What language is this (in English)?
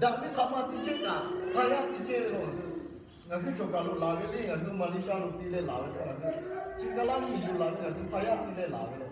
Lahu